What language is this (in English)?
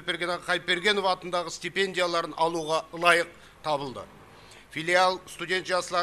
Kara-Kalpak